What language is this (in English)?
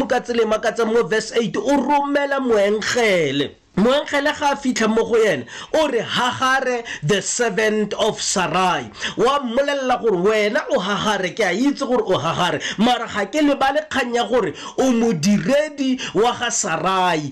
Tswana